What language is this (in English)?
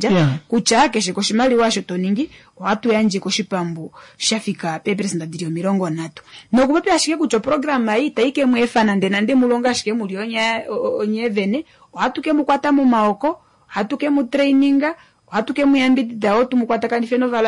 Kuanyama